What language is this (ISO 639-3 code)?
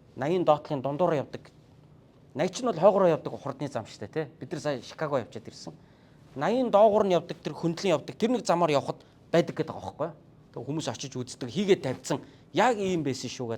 mon